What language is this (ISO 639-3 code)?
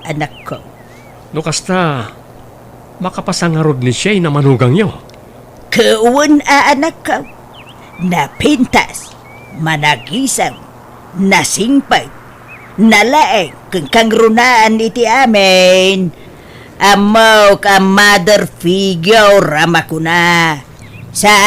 ilo